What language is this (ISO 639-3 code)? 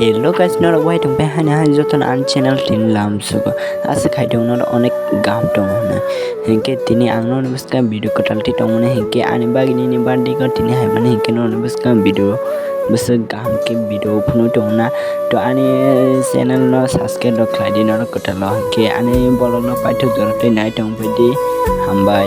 trp